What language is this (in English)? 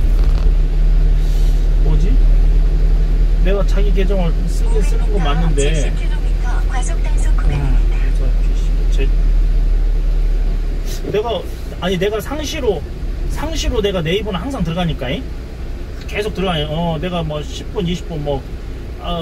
Korean